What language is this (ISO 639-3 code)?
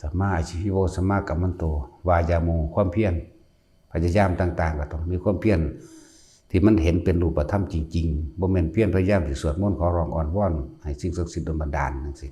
tts